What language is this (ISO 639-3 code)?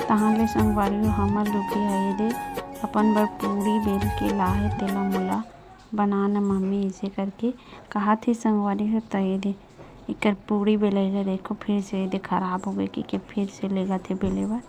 hne